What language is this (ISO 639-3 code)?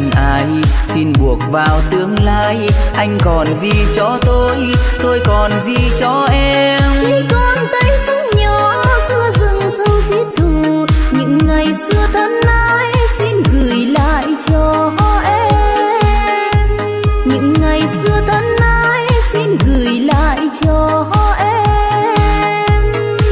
vie